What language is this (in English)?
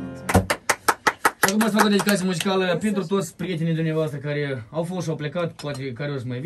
Romanian